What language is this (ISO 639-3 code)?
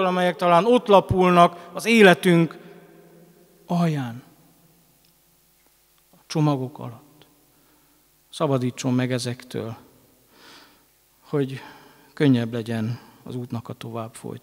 hun